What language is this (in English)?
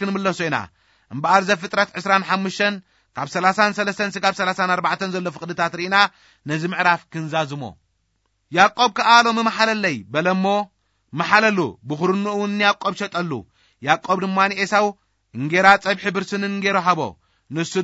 Tigrinya